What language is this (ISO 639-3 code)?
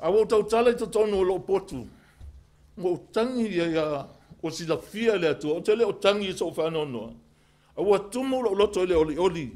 smo